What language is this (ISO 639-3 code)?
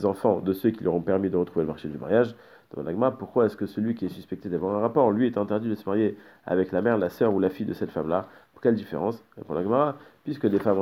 fra